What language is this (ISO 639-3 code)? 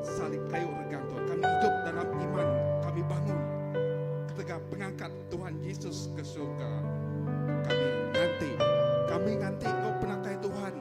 iba